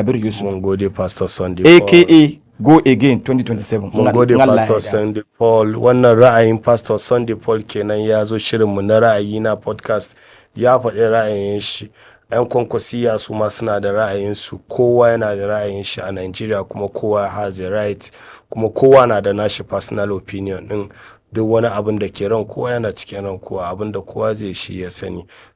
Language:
Hausa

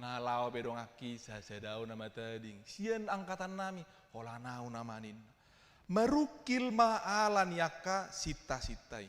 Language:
Batak Toba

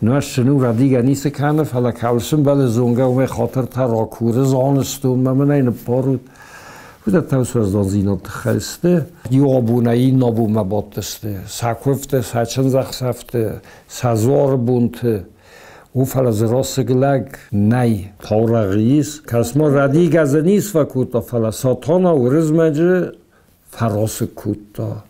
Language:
Ossetic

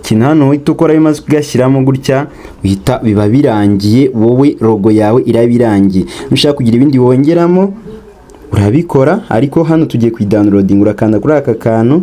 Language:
Kinyarwanda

